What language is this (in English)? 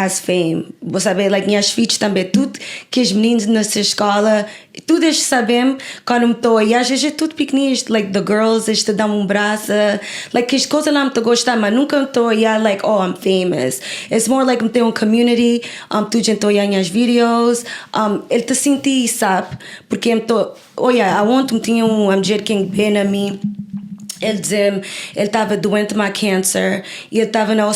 Kabuverdianu